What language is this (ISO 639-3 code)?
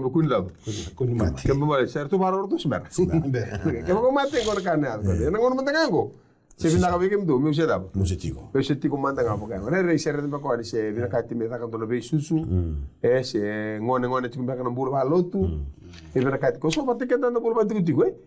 fij